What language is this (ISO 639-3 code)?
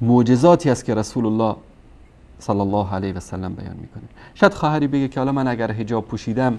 fas